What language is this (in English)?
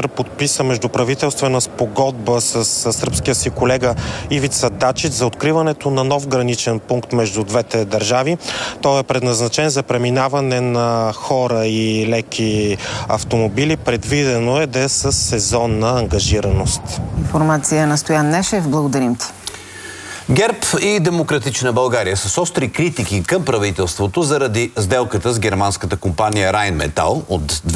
Bulgarian